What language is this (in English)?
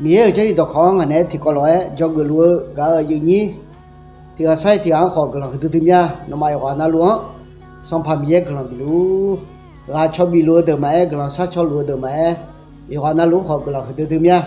Akha